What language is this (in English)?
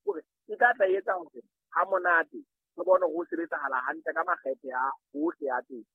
Southern Sotho